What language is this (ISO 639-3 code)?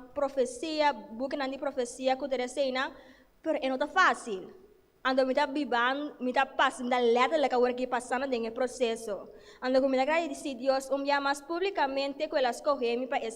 pap